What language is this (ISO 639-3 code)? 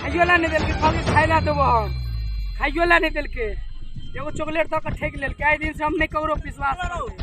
mai